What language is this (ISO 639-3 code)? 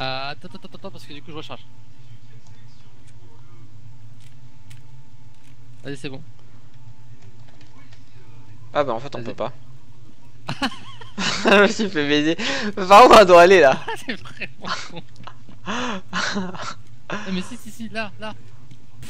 fra